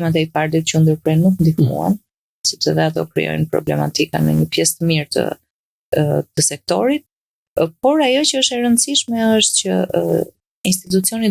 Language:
Albanian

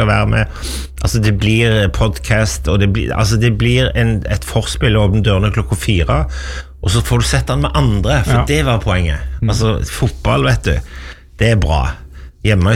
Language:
Norwegian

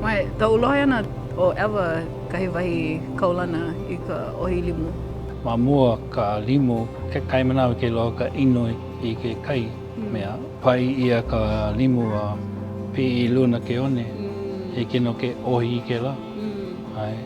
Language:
Hawaiian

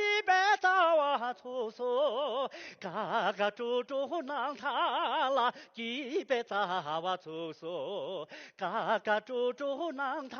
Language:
Tibetan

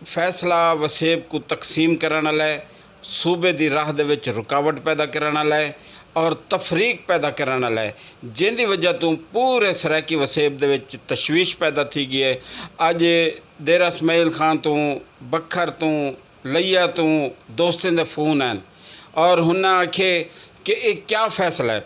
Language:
Saraiki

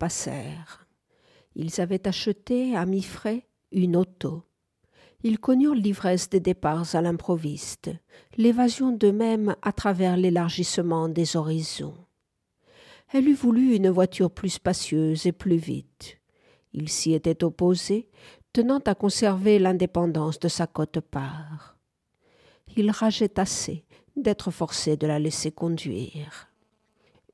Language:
French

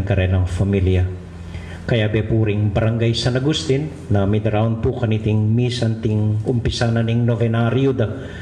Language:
Pampanga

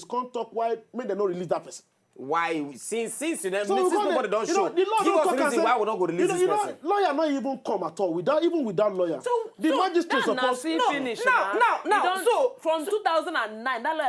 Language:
Nigerian Pidgin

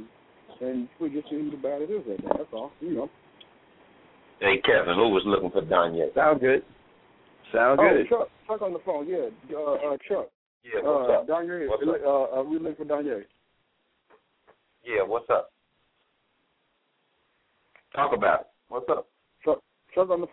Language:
English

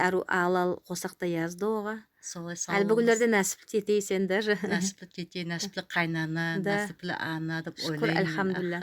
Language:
Nogai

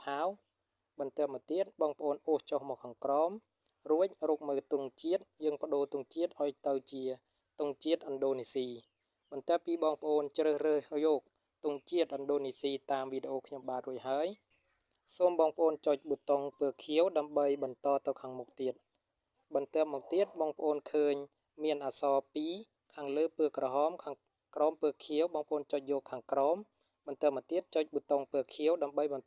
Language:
Khmer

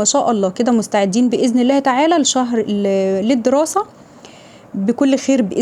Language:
Egyptian Arabic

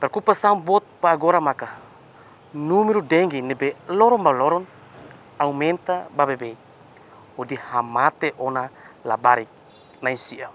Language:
Tetum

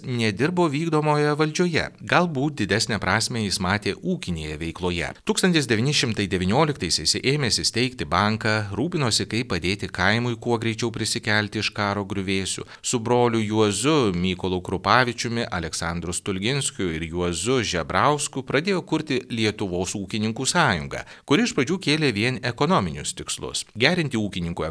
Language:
Lithuanian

